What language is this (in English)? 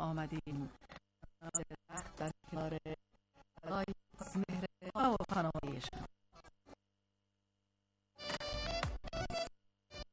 Persian